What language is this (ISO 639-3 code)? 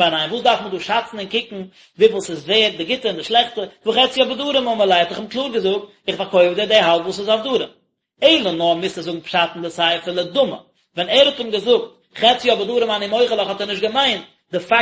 yid